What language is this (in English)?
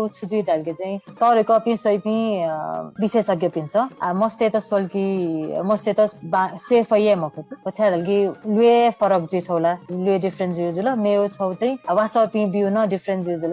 Newari